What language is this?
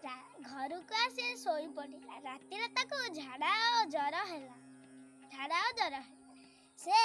Odia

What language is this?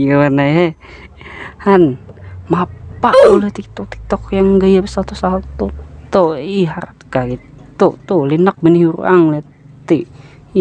Banjar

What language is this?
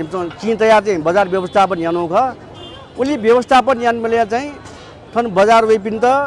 Newari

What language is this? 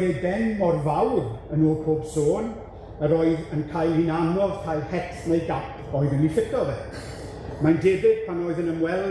Welsh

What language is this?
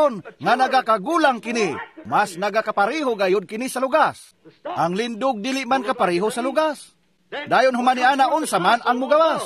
Cebuano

